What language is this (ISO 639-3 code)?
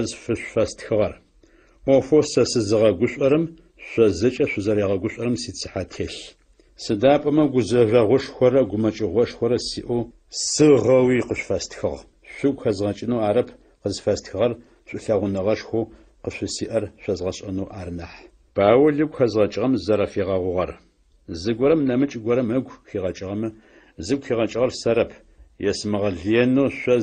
ady